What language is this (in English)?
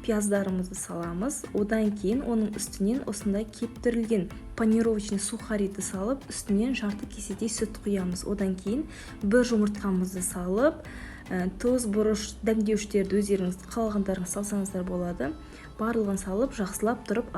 Kazakh